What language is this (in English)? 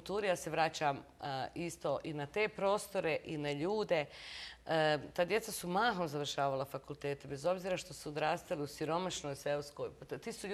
Bosnian